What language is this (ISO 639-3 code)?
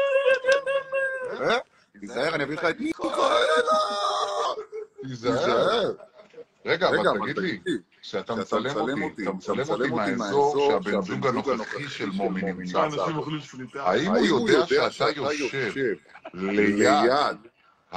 heb